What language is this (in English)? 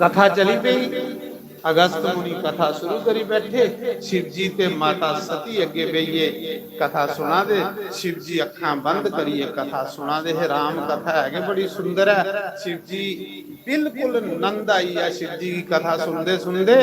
Dogri